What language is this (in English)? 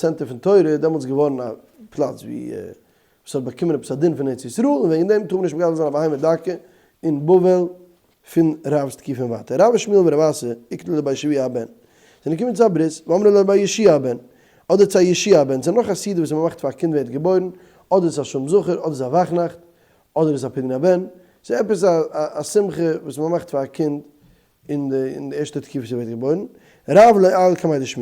Yiddish